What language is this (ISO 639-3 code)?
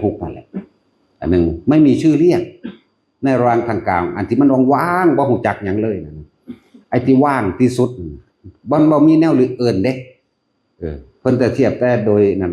tts